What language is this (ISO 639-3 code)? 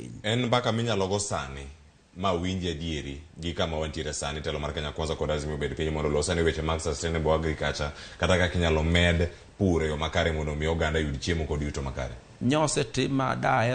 luo